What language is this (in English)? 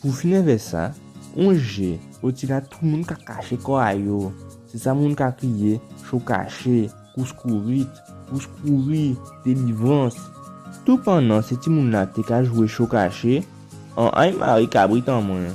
Guadeloupean Creole French